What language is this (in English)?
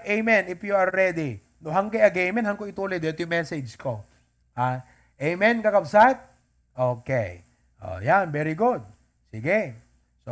Iloko